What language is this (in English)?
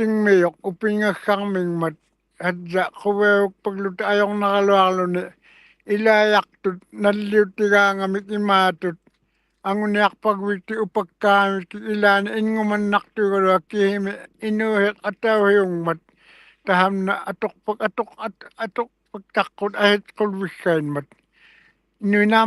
Western Canadian Inuktitut